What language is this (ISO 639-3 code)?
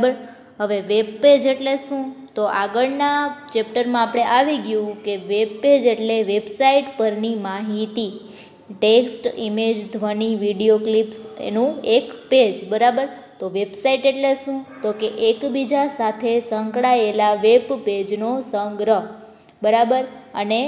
guj